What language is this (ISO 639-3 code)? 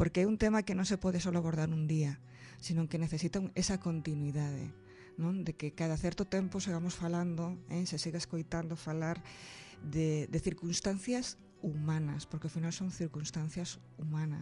glg